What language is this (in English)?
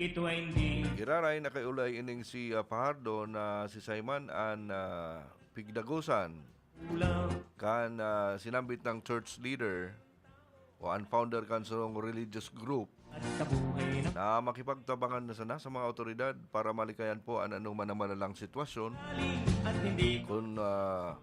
Bikol